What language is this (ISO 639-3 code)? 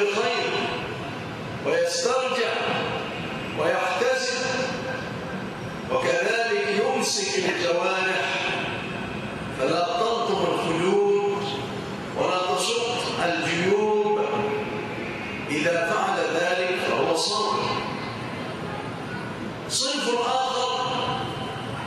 ara